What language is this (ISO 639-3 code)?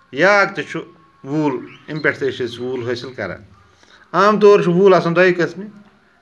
kas